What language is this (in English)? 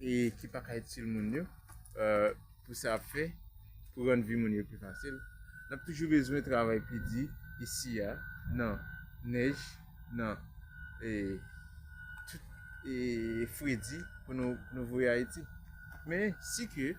Haitian Creole